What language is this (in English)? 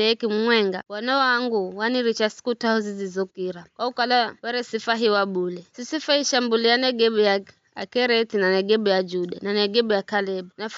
Giryama